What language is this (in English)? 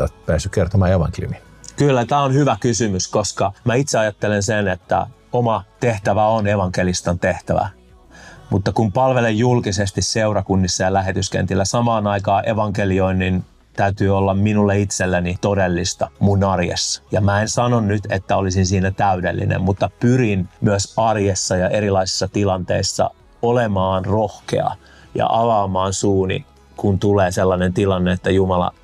Finnish